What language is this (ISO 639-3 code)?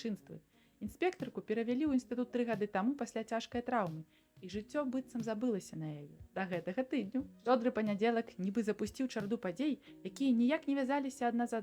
bel